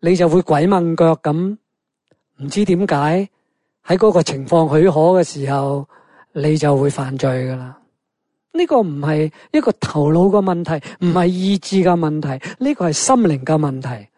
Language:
Cantonese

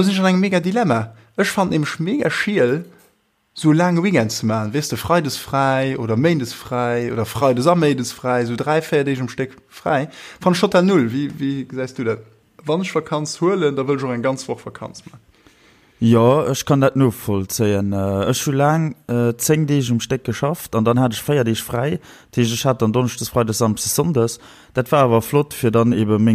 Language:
Luxembourgish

